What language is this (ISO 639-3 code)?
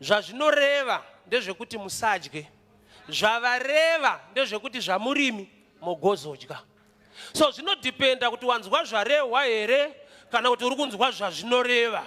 sna